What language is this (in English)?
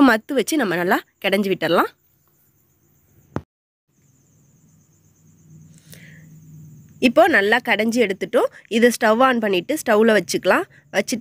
Tamil